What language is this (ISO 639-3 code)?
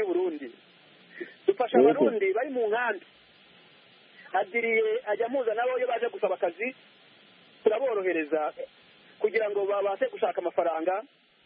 kin